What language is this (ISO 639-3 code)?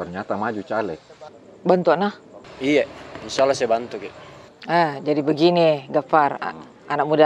mfp